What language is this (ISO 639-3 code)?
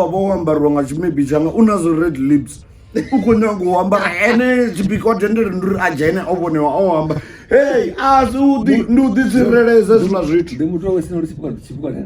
ven